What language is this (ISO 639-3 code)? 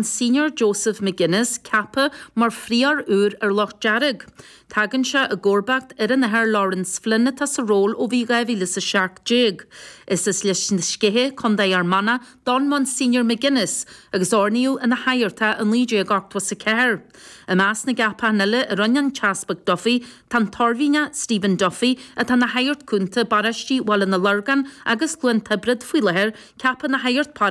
gle